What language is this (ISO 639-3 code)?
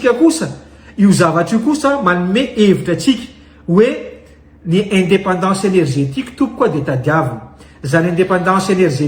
mlg